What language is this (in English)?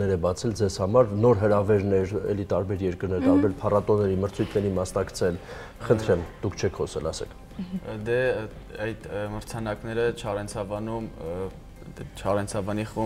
Armenian